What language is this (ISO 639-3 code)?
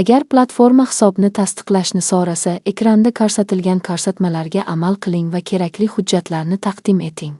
uzb